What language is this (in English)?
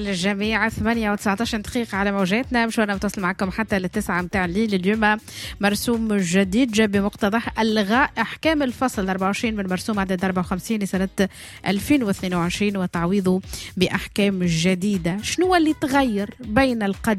Tunisian Arabic